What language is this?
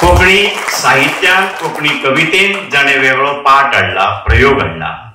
Konkani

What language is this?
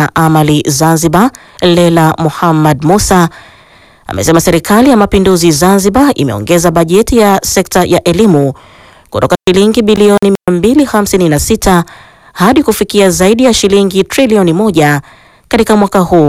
Swahili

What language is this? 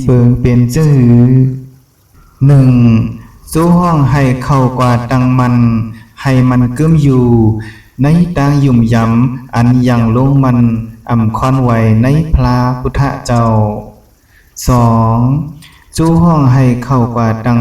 Shan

